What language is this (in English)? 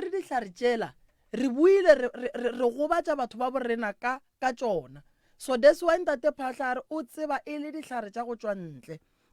Northern Sotho